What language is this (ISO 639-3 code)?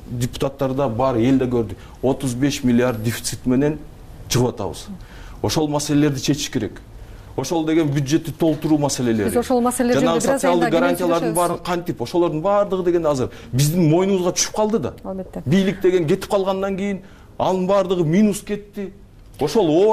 kir